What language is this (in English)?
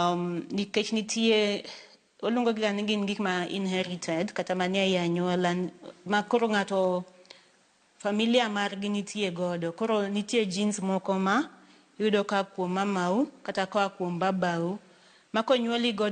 Luo (Kenya and Tanzania)